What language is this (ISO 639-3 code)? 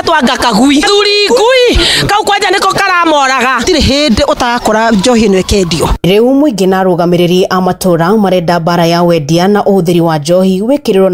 kik